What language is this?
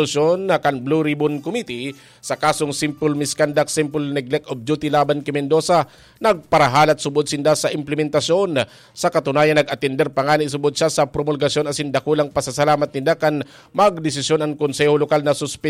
Bikol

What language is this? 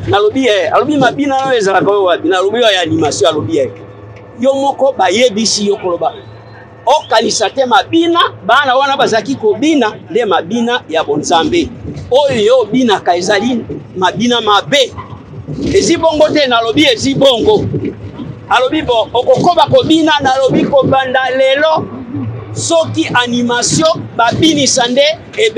Lingala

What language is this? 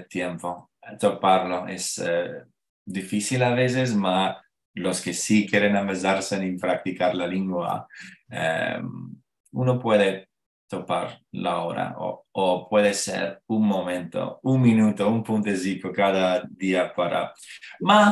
Ladino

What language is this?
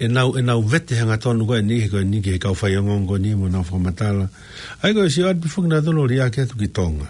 Tongan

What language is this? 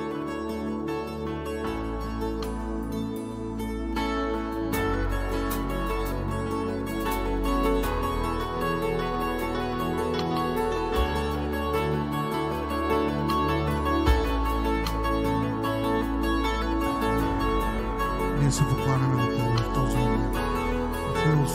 Bulgarian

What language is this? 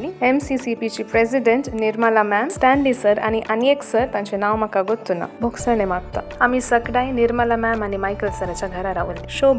Konkani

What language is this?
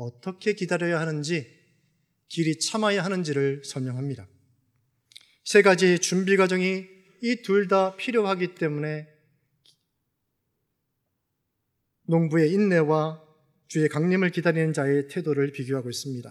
Korean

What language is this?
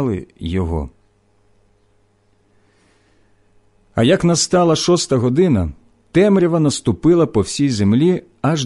Ukrainian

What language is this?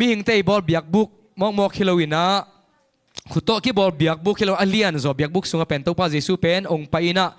Tedim Chin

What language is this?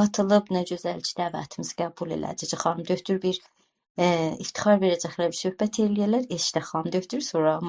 South Azerbaijani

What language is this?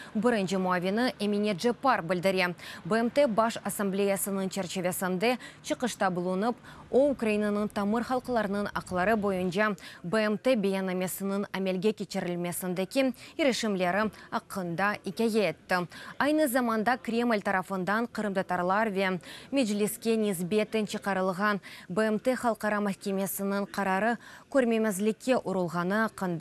Crimean Tatar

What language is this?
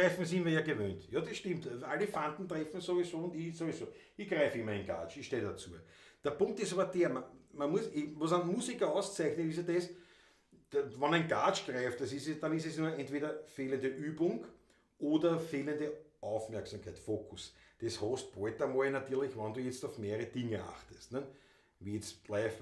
Bavarian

